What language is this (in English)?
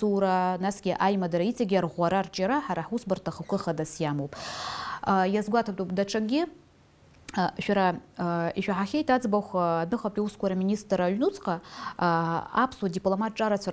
Abkhazian